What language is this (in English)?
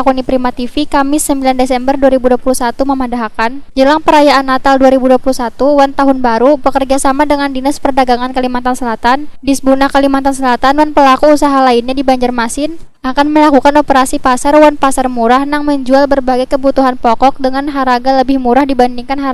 Banjar